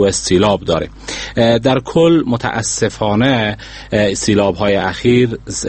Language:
Persian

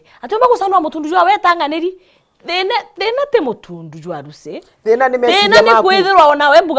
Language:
Meru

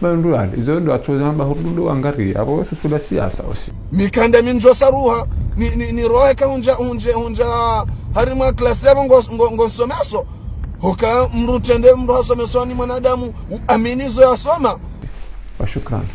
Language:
Ngazidja Comorian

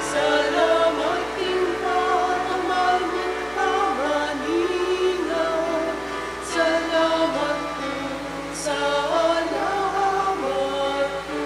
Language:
Pampanga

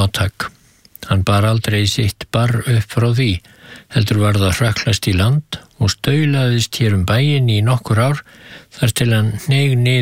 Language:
Icelandic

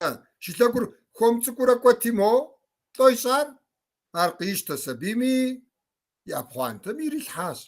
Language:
Kabardian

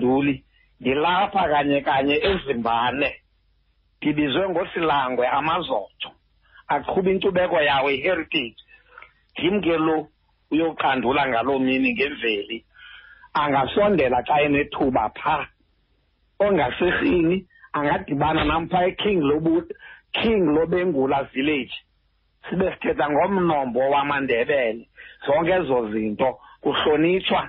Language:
Xhosa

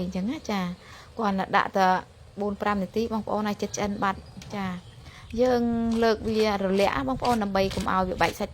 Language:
Khmer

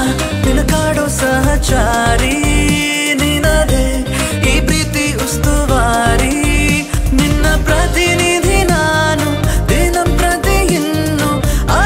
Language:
Kannada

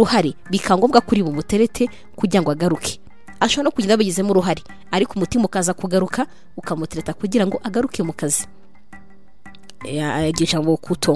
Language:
Kinyarwanda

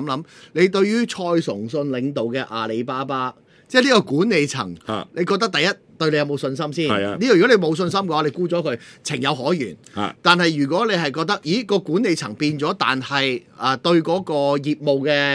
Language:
Cantonese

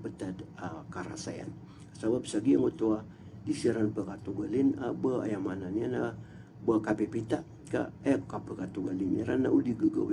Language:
Maranao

